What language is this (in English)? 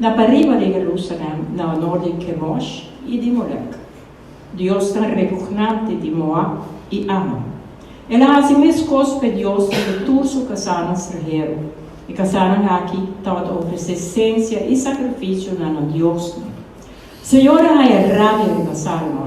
Papiamento